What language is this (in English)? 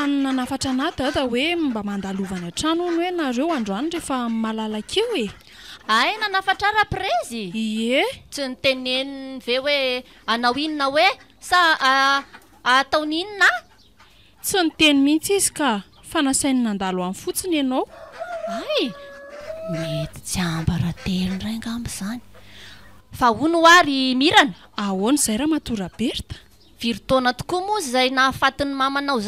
Malagasy